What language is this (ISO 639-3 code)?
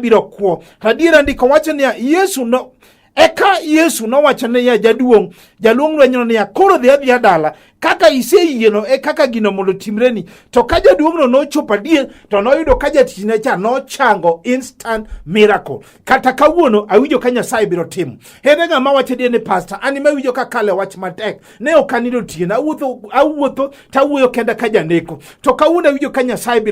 luo